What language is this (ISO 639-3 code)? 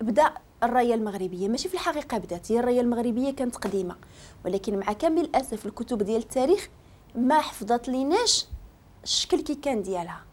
ary